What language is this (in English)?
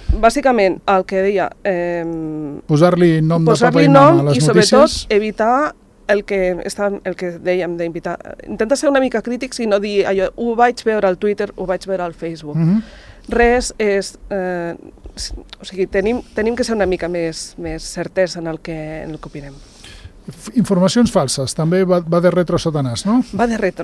Catalan